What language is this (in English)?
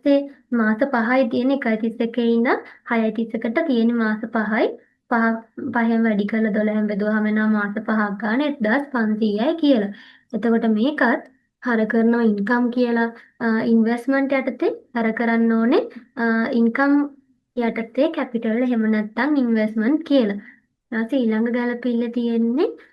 Sinhala